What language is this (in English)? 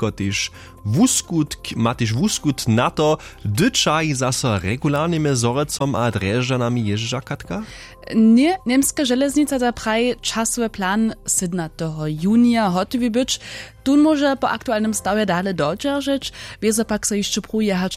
Upper Sorbian